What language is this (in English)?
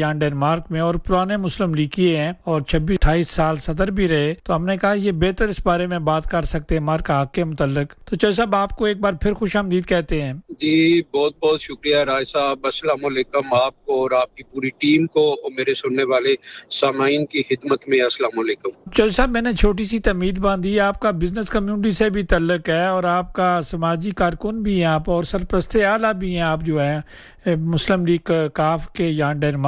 Urdu